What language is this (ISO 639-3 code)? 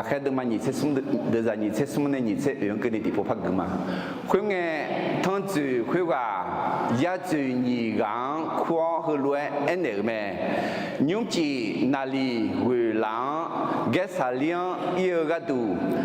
ahk